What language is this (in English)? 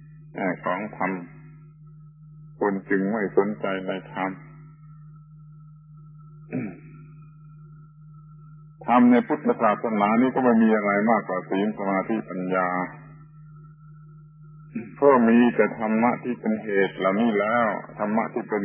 Thai